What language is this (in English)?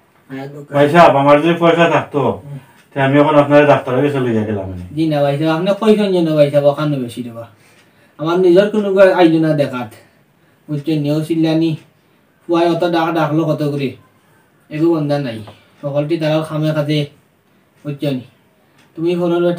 Sylheti